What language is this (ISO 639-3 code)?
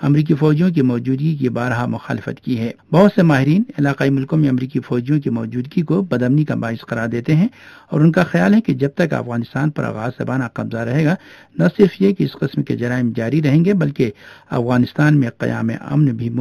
urd